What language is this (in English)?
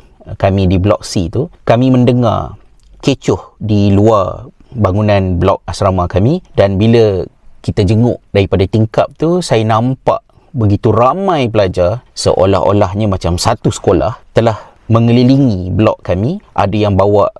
Malay